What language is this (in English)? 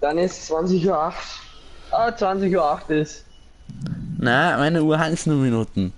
Bavarian